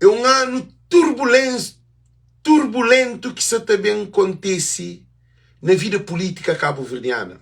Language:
Kabuverdianu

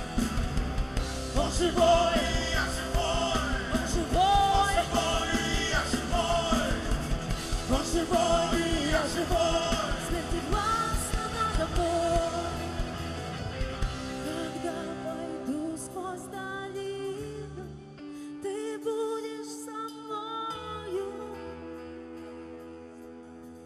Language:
Russian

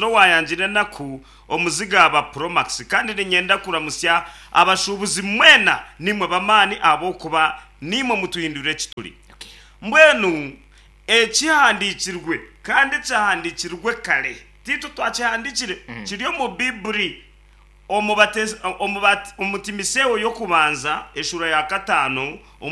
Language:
Nyankole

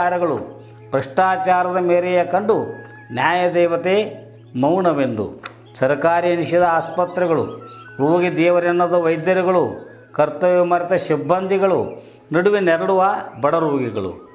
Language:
Kannada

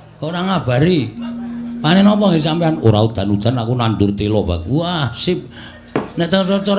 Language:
Javanese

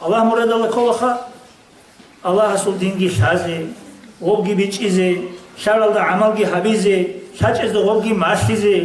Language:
Avaric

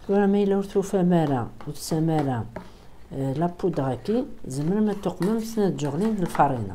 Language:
Kabyle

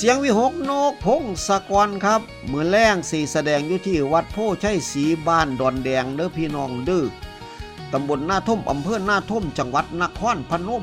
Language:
Northeastern Thai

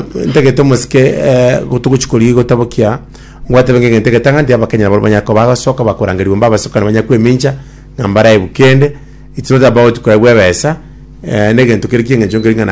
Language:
Gusii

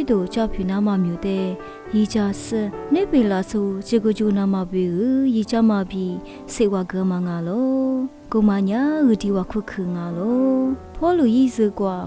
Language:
Lisu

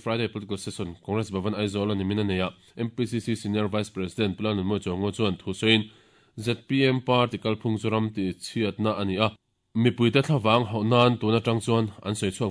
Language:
Mizo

